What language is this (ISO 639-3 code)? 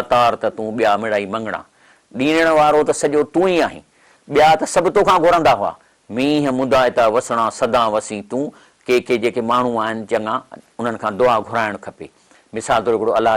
snd